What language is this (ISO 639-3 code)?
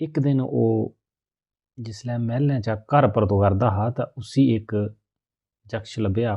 doi